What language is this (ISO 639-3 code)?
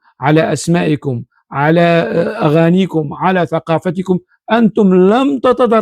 apc